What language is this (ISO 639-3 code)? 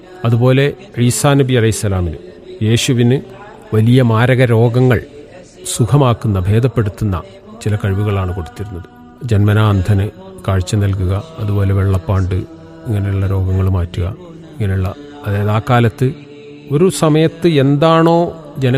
mal